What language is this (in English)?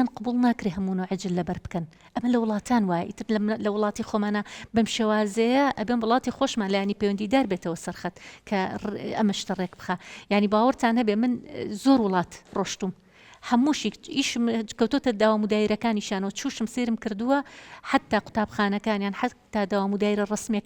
Central Kurdish